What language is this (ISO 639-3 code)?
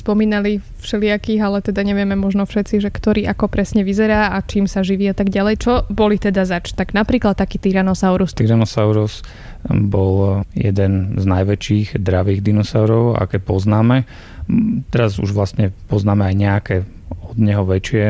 slk